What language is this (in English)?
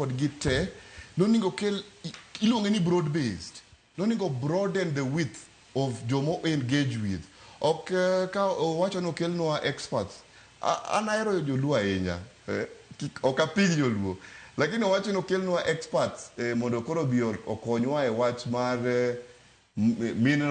Luo (Kenya and Tanzania)